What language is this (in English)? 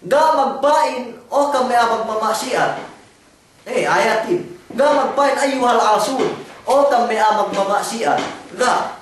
Yakan